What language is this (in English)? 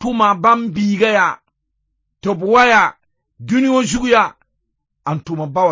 Mossi